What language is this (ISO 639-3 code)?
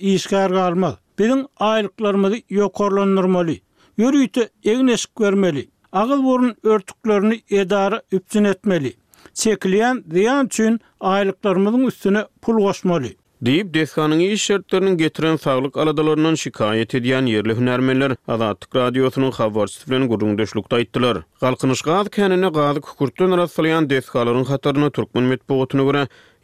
tuk